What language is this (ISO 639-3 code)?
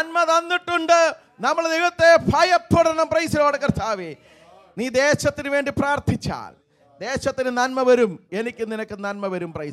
mal